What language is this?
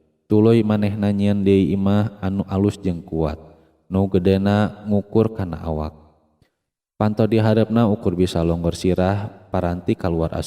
Sundanese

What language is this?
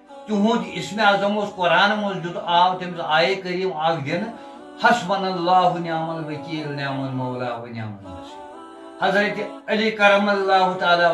Kashmiri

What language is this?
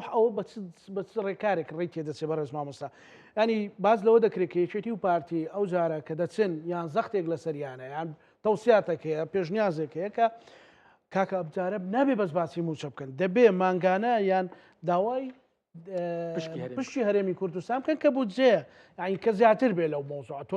Central Kurdish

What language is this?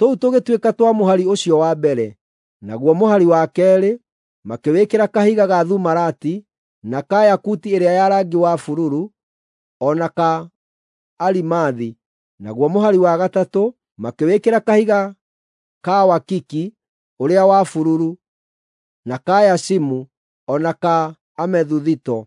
Kikuyu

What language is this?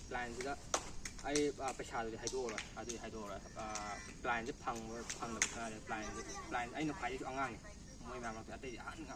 Manipuri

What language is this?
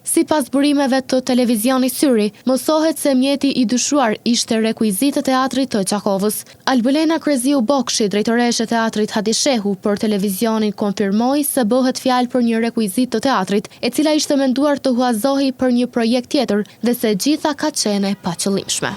Albanian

